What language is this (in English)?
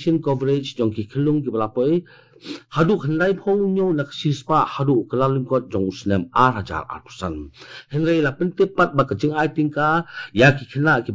Khasi